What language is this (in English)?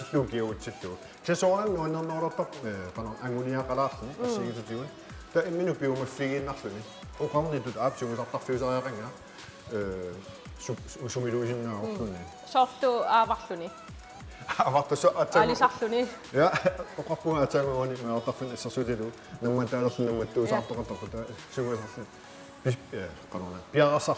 Kalaallisut